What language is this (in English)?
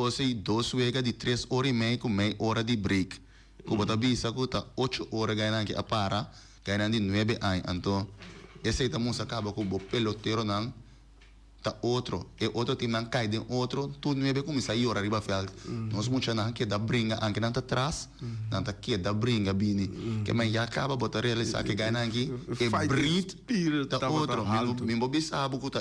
Papiamento